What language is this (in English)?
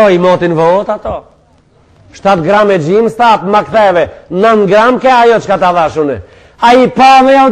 Albanian